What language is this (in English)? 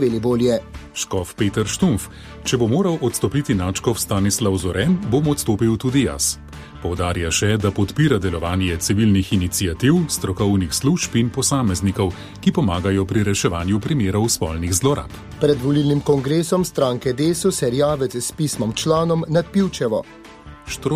Slovenian